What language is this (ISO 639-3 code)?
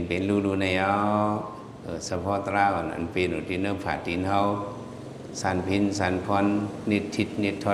shn